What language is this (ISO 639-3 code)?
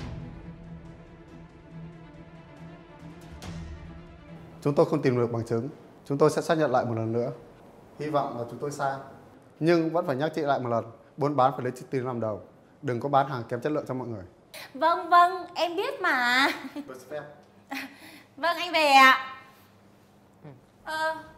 vie